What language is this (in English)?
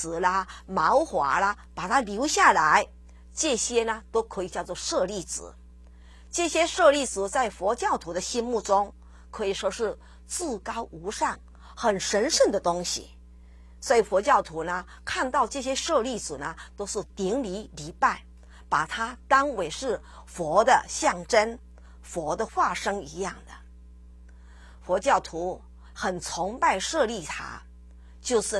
Chinese